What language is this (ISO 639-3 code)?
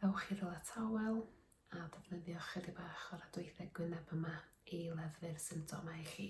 cym